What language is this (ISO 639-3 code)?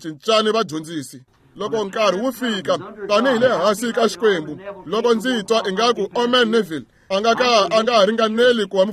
tso